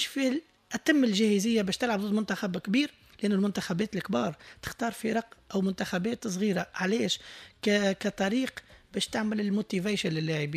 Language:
Tunisian Arabic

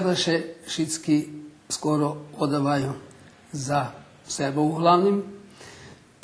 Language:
Rusyn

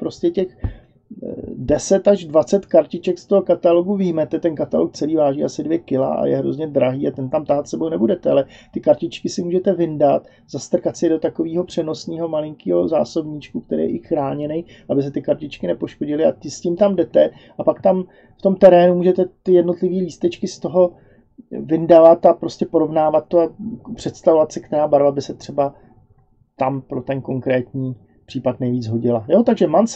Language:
Czech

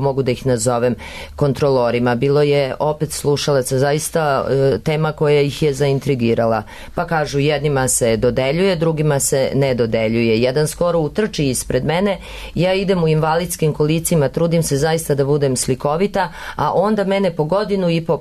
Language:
Serbian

